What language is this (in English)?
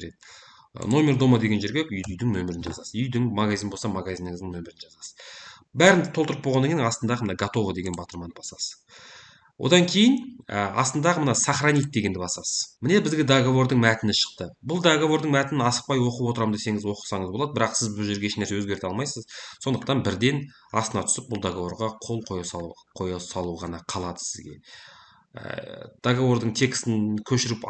Kazakh